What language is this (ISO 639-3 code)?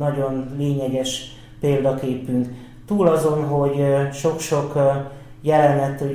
hun